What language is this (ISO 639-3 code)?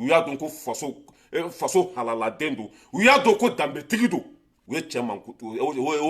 bam